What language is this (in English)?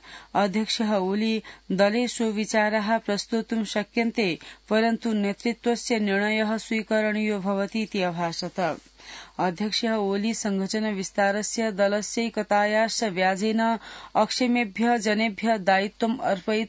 Sanskrit